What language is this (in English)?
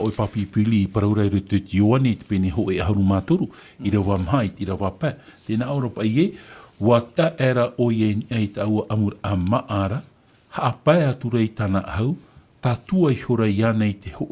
Tahitian